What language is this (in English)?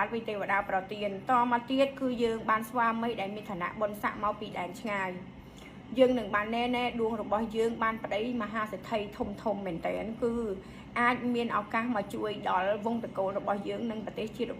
Khmer